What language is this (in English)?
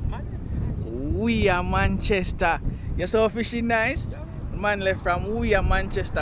Jamaican Creole English